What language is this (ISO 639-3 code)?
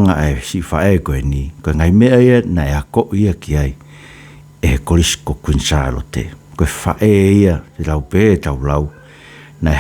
ton